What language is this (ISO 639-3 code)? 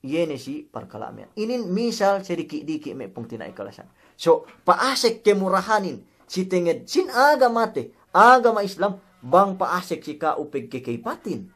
yka